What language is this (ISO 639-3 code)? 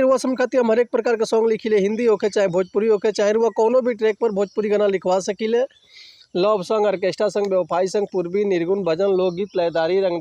bho